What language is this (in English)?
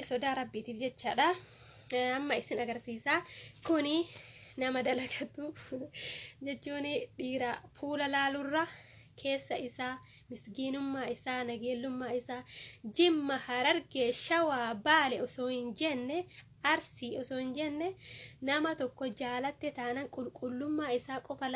Oromo